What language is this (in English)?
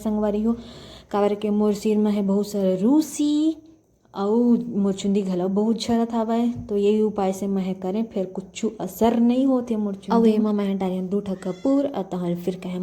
Chhattisgarhi